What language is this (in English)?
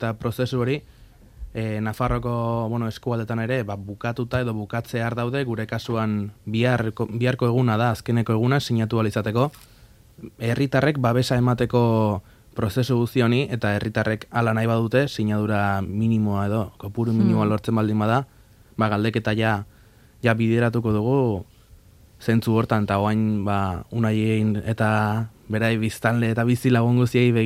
Basque